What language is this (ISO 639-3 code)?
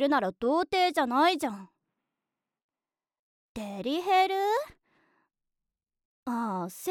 jpn